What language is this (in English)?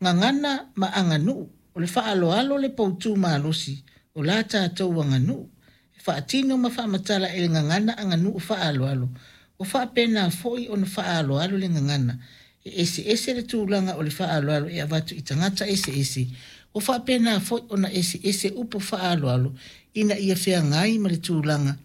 Samoan